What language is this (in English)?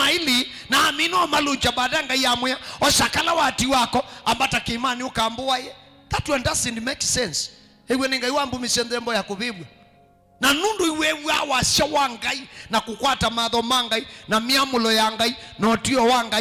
Kamba